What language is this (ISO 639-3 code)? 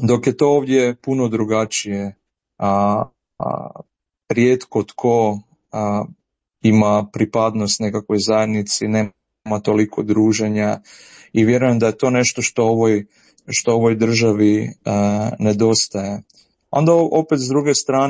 hrv